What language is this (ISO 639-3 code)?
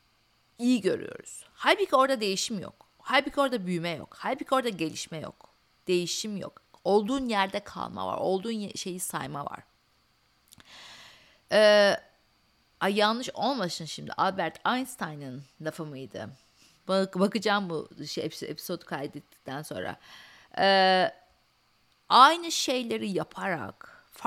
tur